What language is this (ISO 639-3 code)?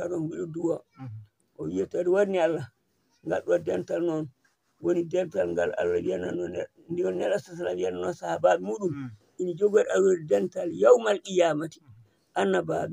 ful